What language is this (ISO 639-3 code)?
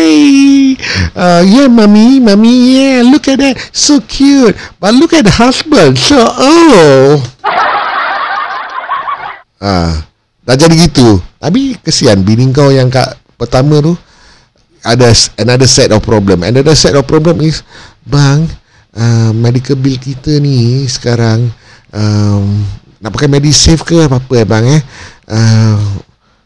msa